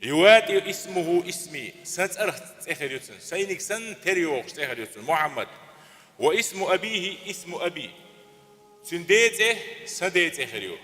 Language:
Chechen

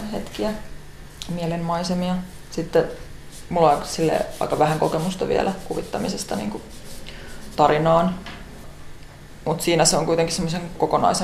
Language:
Finnish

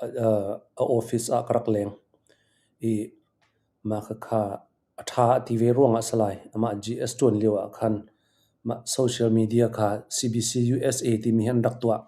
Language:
Hakha Chin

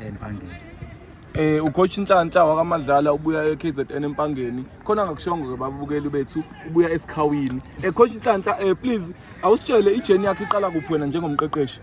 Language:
Zulu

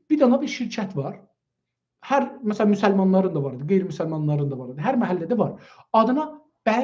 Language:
South Azerbaijani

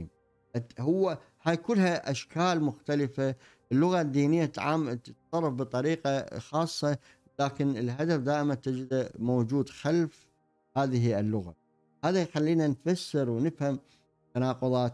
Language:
Arabic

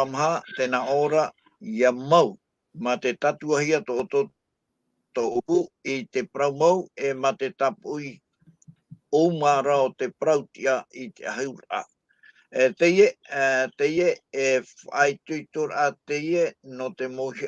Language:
Tahitian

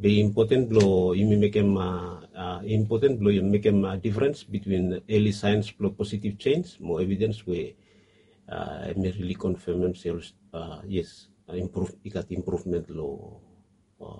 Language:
Bislama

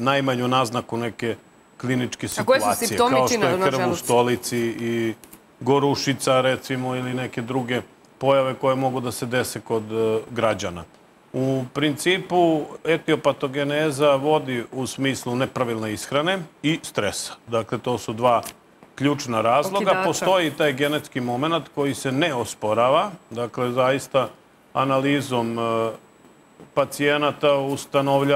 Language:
Serbian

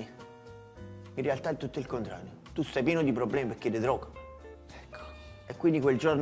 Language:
Italian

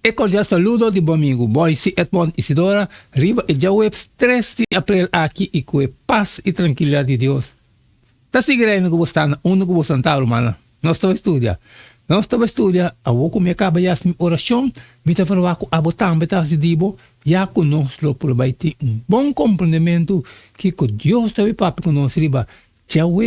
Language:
Papiamento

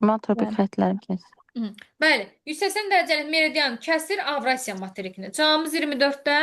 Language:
Azerbaijani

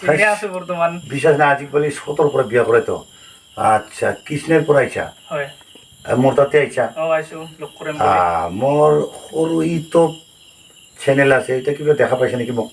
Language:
Assamese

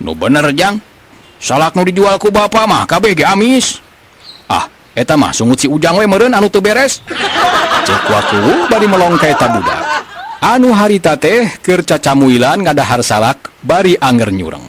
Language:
Sundanese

